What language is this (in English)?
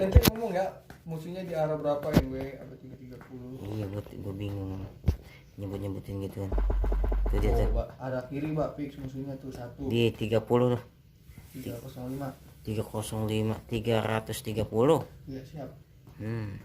Betawi